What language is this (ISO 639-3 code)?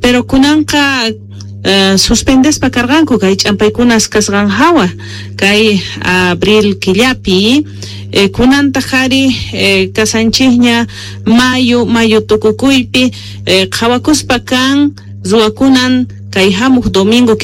que